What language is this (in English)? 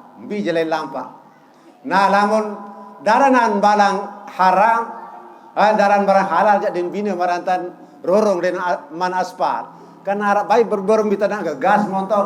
Sasak